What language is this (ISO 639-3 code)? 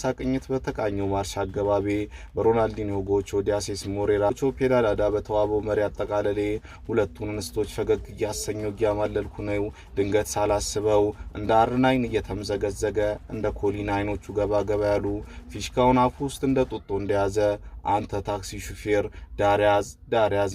amh